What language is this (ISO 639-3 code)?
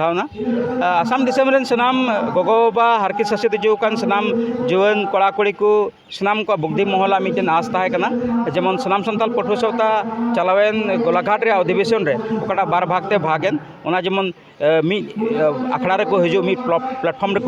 sat